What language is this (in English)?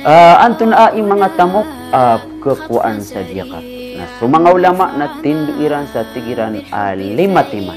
Maranao